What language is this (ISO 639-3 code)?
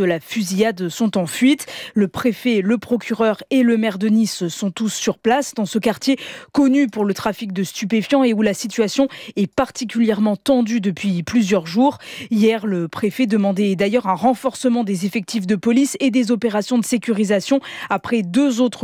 fra